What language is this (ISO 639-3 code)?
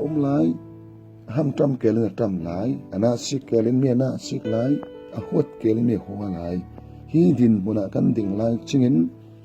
cfm